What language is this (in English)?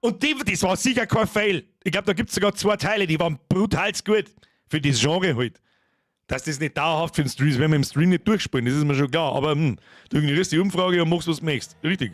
Bavarian